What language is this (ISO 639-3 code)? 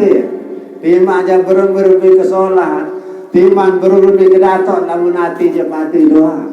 sas